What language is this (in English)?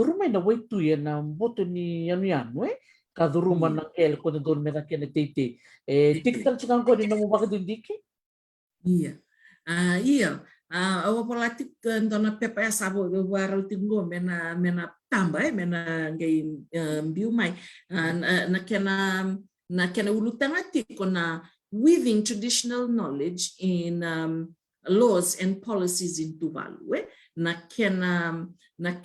Fijian